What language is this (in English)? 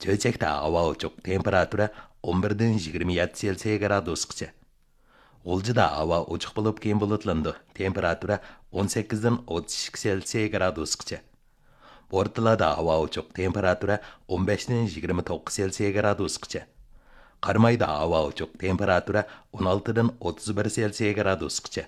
Uyghur